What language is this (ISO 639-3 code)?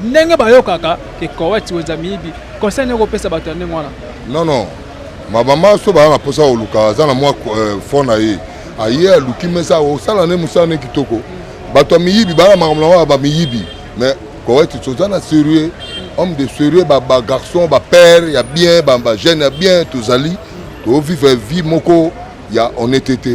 lin